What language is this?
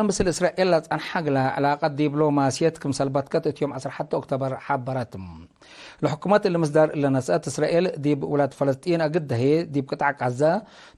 Tigre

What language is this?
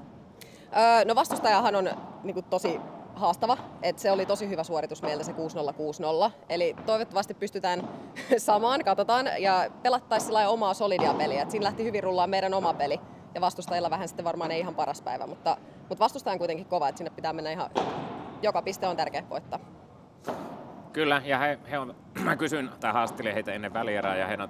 Finnish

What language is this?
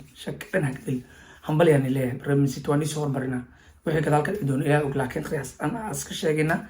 Somali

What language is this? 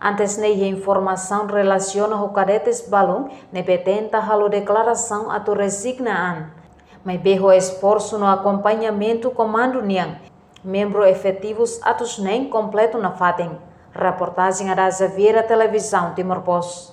Tetum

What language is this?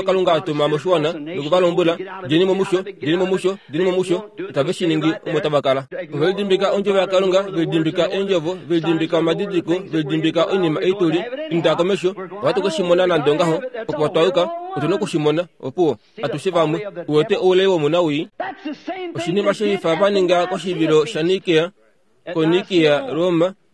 Kuanyama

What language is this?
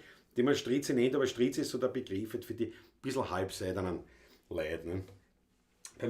Bavarian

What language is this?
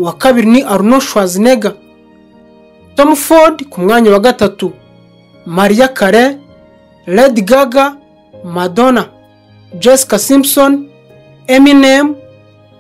Kinyarwanda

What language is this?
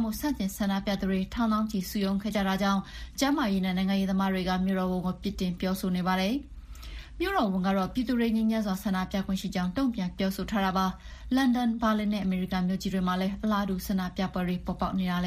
Burmese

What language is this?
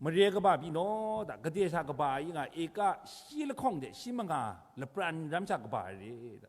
Kachin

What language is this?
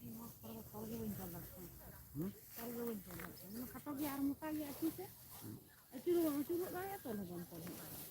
Santali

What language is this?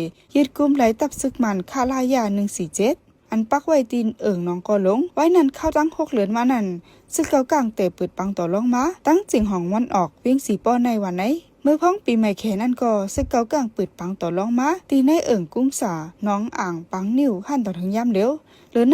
Shan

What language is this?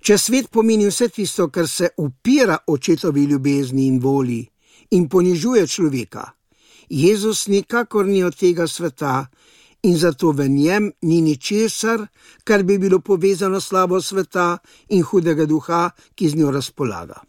Slovenian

